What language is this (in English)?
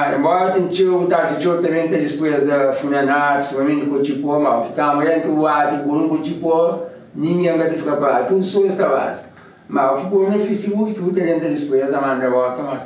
Kabuverdianu